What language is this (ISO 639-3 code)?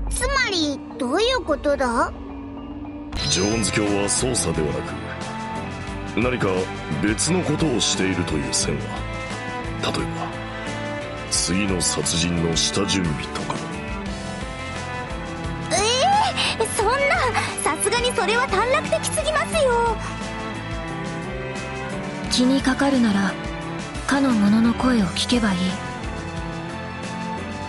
jpn